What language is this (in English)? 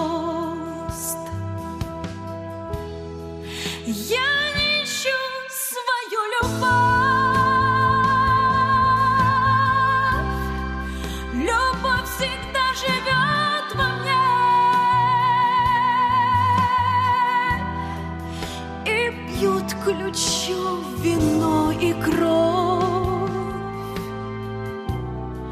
Russian